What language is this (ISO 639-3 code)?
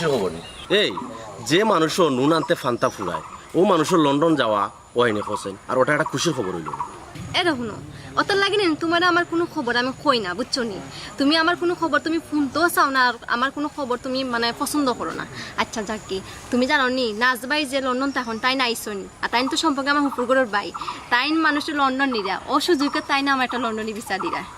syl